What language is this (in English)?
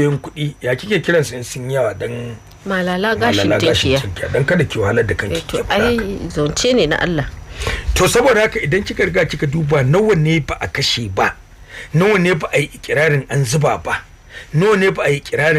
Hausa